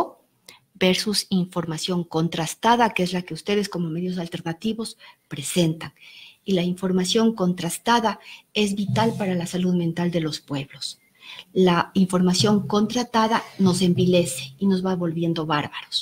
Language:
Spanish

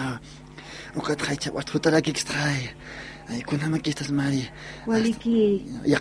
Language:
Aymara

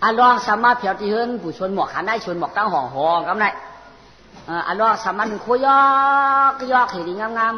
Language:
Shan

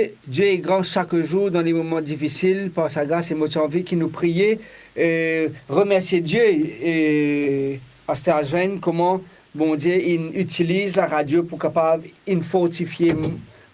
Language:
Morisyen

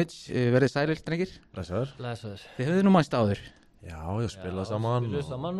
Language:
Icelandic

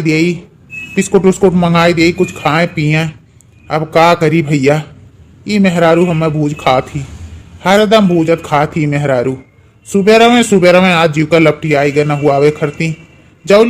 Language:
Awadhi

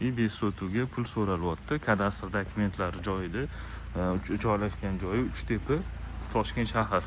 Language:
Uzbek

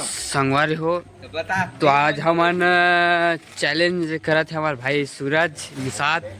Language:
Chhattisgarhi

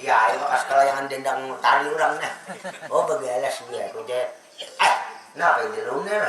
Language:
Banjar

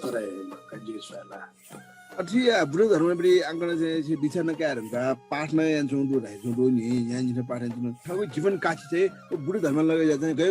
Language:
Newari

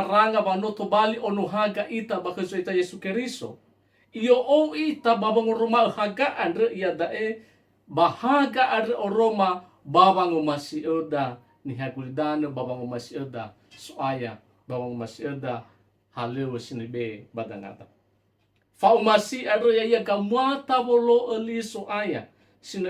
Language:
Nias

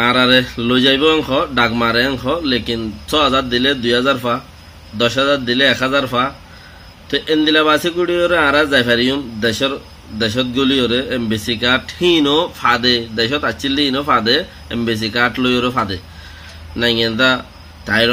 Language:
Rohingya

